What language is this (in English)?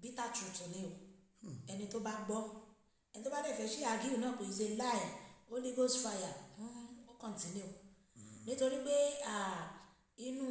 Yoruba